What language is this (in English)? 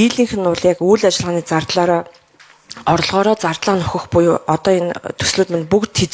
Mongolian